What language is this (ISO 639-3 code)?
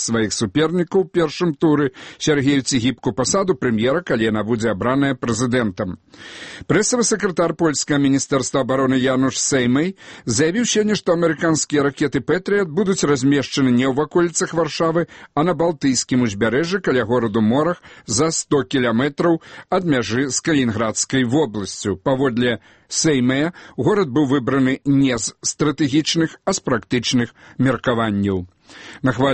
bel